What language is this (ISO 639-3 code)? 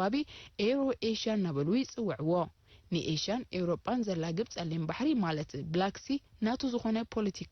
tir